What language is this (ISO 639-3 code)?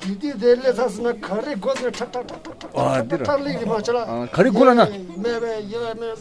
bod